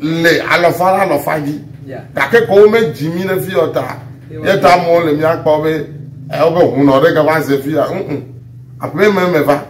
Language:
Ewe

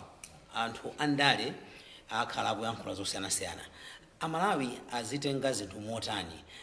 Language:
Nyanja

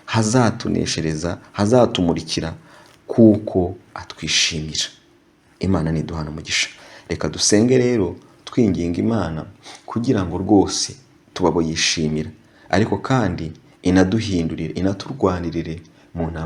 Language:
Kinyarwanda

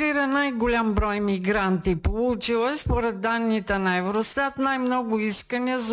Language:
Bulgarian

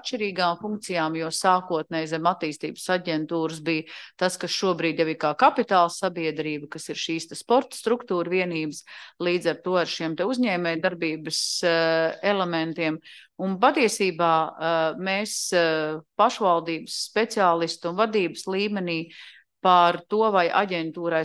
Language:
Latvian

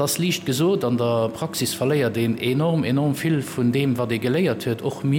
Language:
Luxembourgish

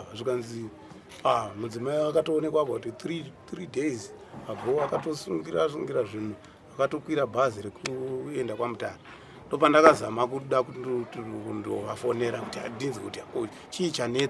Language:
Shona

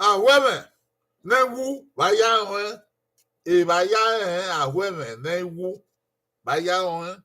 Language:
Bini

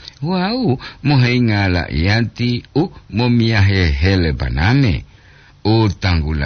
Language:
Gorontalo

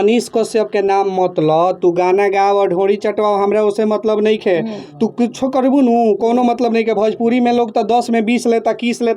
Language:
Bhojpuri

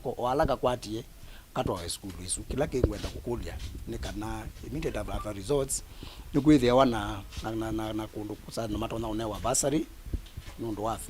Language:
Kamba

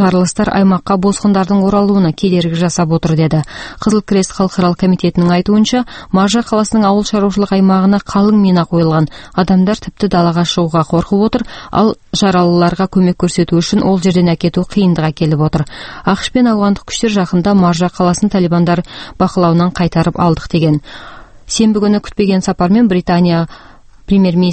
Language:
Kazakh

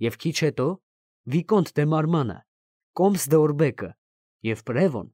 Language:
Armenian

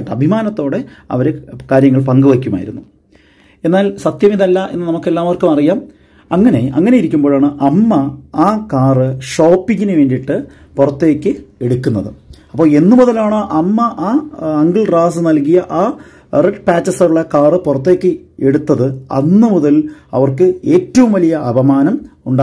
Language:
Malayalam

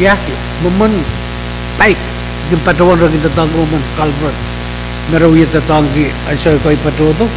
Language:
Pohnpeian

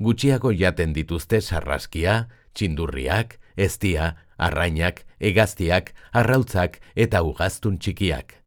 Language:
Basque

